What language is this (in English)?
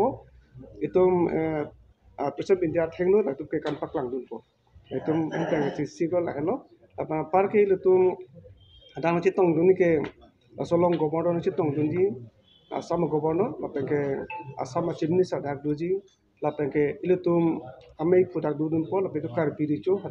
Karbi